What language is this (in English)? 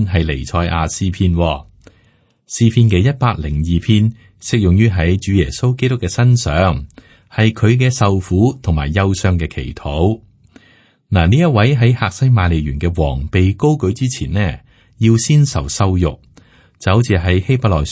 Cantonese